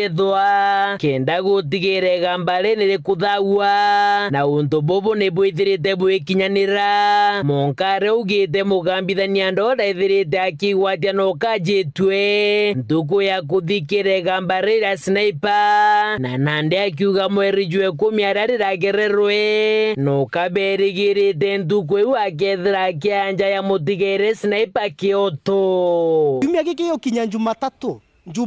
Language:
Meru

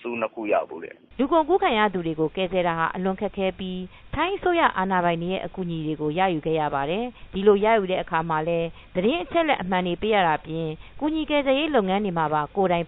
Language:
Burmese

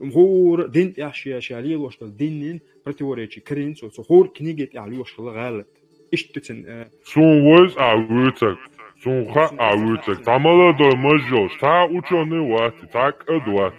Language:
Chechen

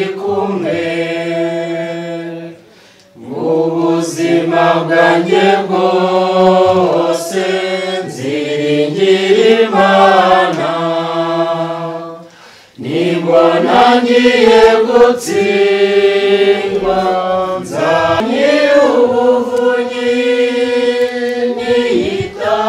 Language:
Kinyarwanda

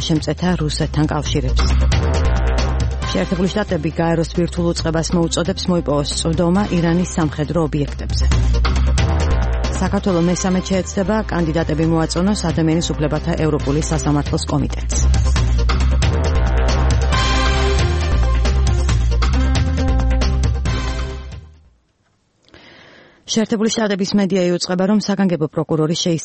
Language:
Georgian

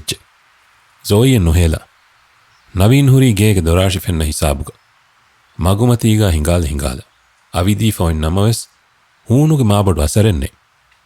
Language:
Divehi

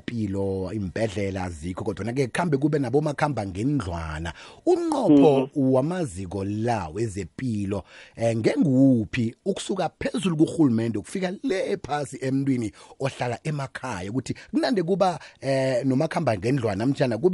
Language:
South Ndebele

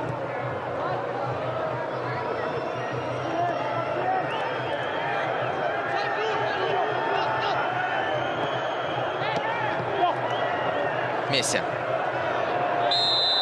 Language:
Russian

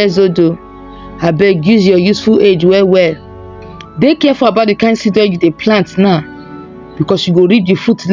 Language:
Nigerian Pidgin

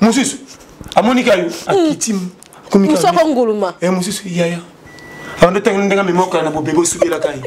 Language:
Lingala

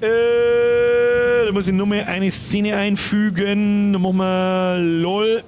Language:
Bavarian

